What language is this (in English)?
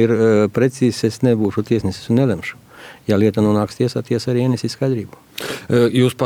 Latvian